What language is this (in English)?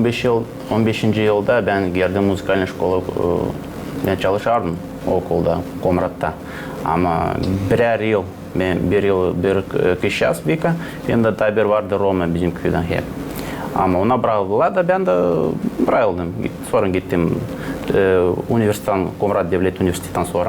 Gagauz